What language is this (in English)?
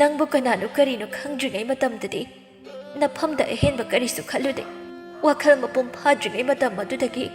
Manipuri